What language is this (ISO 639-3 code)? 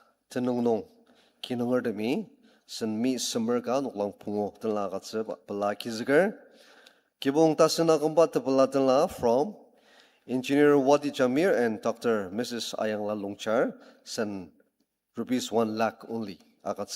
njo